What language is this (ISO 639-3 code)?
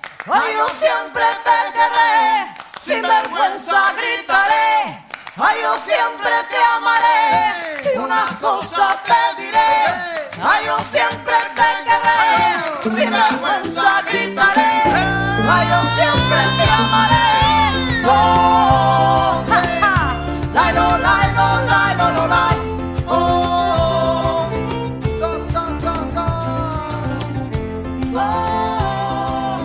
eus